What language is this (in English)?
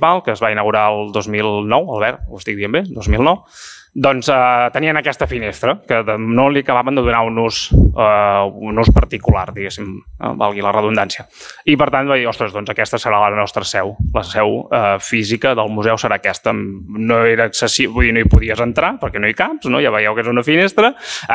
Catalan